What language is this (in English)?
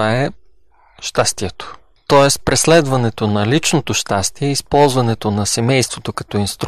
Bulgarian